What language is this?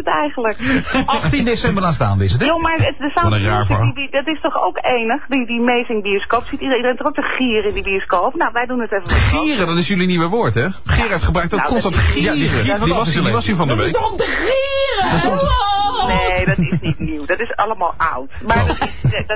Dutch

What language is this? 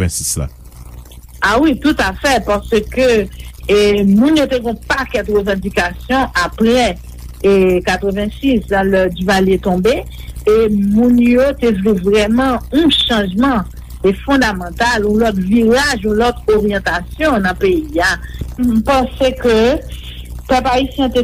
Haitian Creole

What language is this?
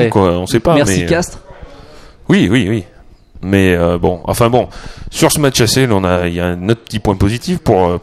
French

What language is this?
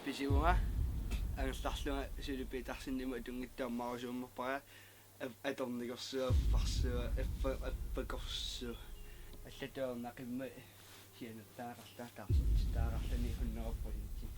Kalaallisut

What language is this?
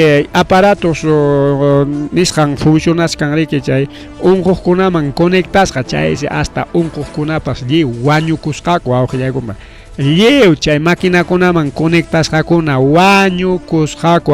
Ayacucho Quechua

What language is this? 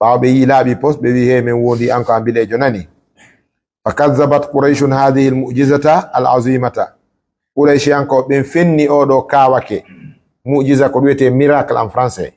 Fula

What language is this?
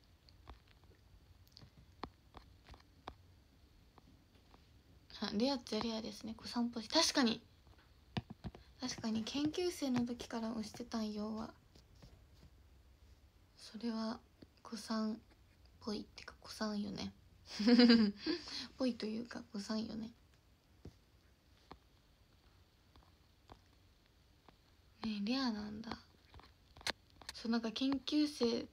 Japanese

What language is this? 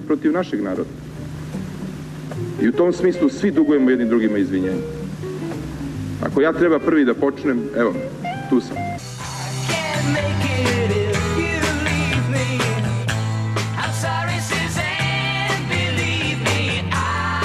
Serbian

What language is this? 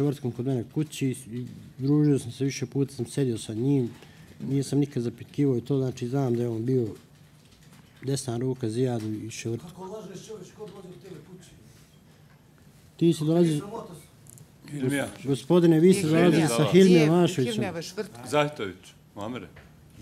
Bosnian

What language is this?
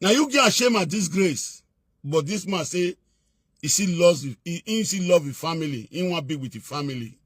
Nigerian Pidgin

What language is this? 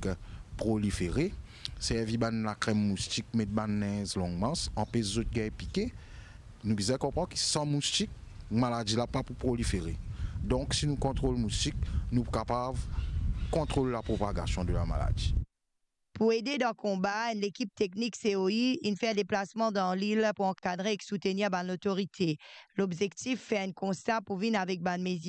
Morisyen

